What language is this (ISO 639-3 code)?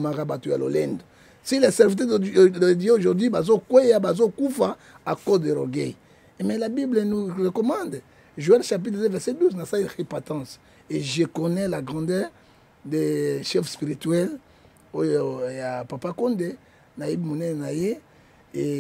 lin